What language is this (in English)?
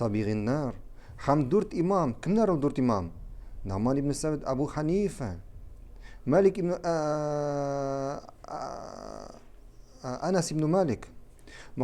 Tatar